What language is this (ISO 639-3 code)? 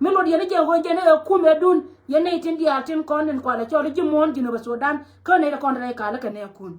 nus